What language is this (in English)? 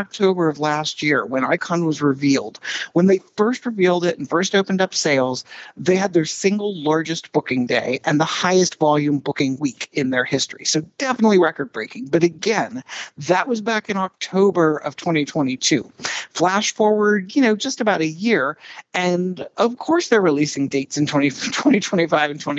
English